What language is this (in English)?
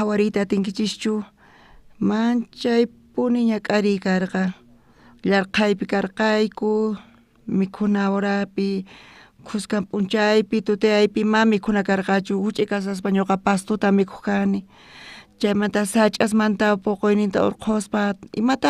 South Bolivian Quechua